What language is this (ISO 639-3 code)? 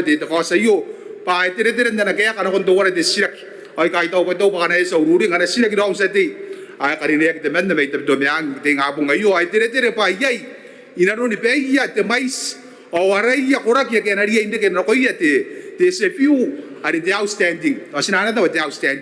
gil